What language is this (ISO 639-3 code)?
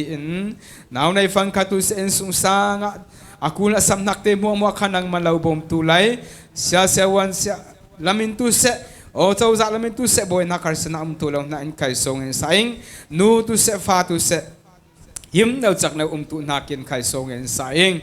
cfm